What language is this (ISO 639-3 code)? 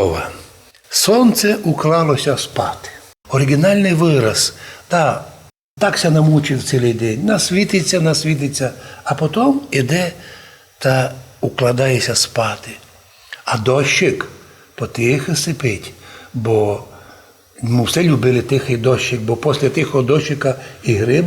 rue